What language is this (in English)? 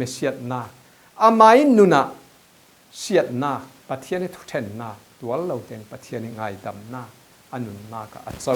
Falam Chin